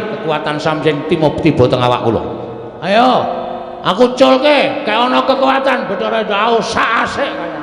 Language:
Javanese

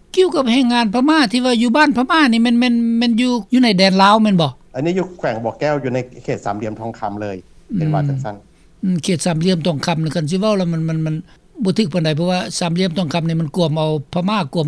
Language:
Lao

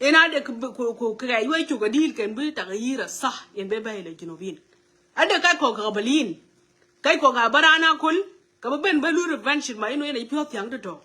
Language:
Nuer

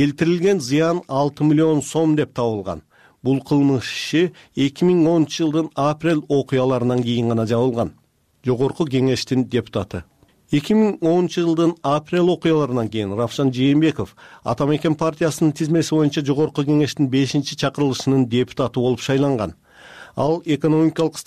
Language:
Kyrgyz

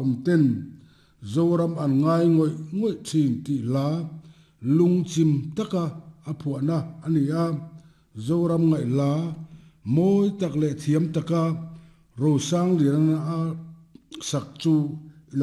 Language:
Mizo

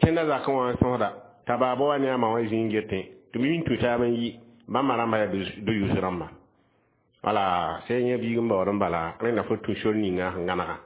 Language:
Mossi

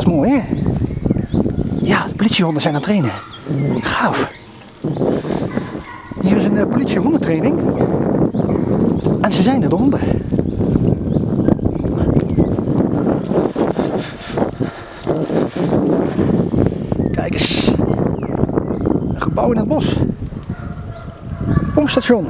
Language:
Dutch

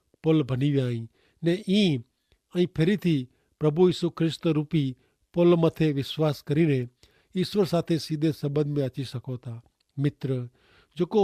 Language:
Kachhi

